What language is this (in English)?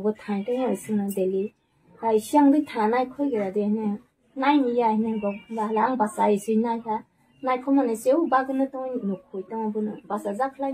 Kok Borok